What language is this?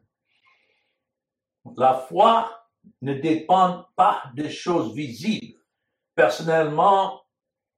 French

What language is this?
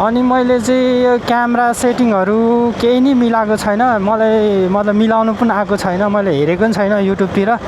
Nepali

